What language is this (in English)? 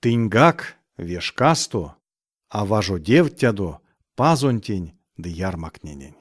Erzya